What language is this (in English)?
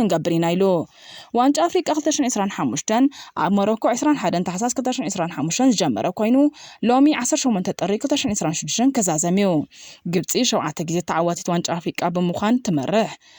Tigrinya